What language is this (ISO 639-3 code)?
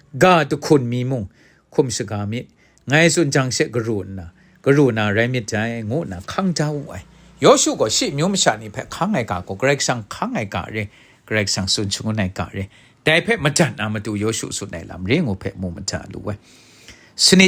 kac